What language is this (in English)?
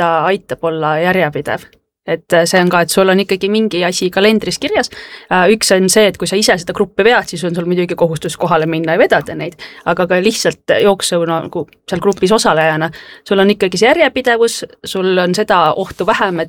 Estonian